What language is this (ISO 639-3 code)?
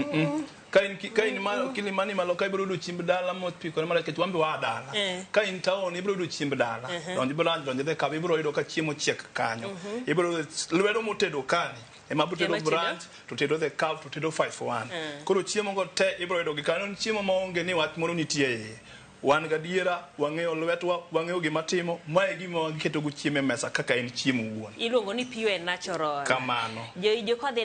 luo